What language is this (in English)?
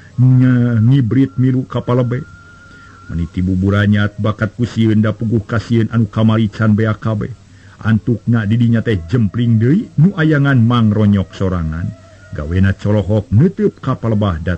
Sundanese